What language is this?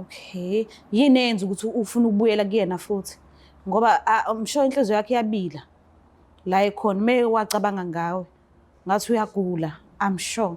Zulu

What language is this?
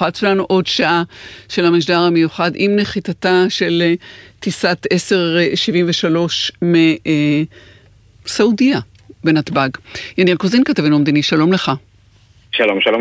Hebrew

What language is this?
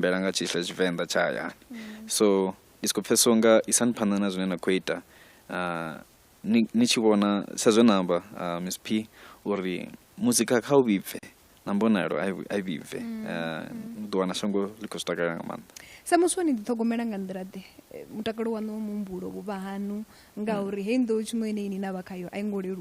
Venda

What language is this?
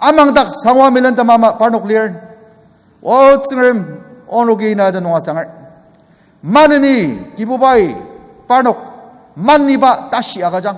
Ao Naga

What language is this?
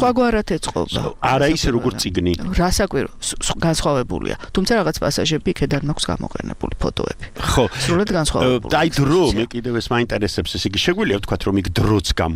Georgian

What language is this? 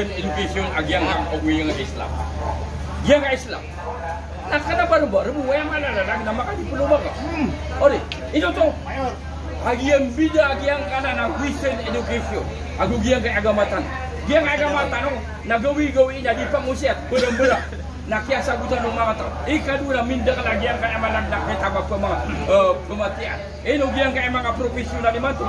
Maranao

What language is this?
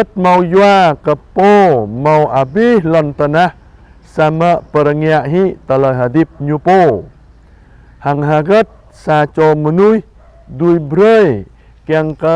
Jarai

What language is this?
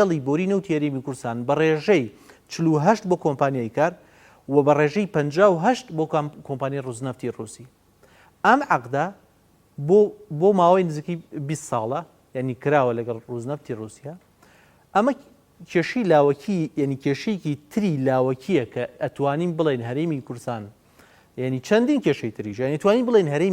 Central Kurdish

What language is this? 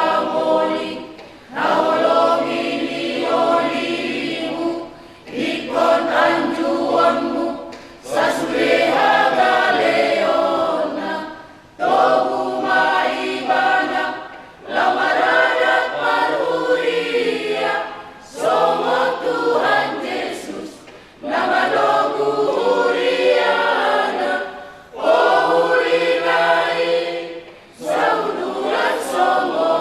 Batak Toba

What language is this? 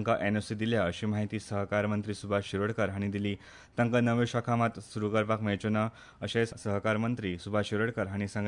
Konkani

